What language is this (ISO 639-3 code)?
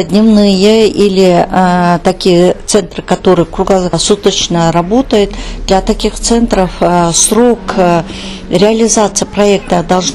rus